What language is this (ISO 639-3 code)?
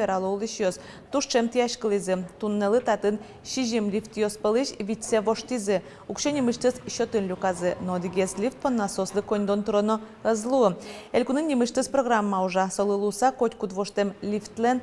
udm